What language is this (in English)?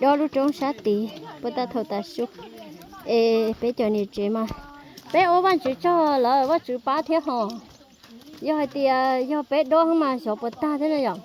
Hmong